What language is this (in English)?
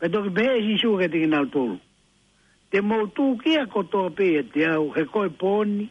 Tongan